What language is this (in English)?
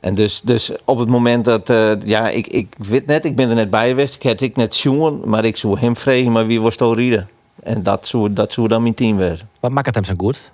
Western Frisian